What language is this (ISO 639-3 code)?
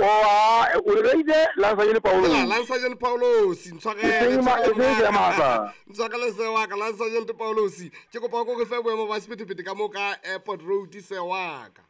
sot